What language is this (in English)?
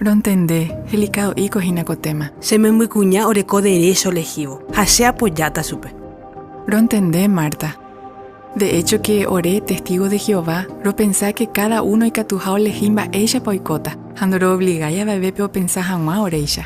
Guarani